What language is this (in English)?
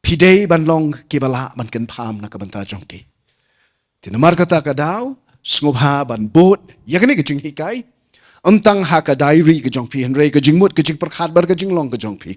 Khasi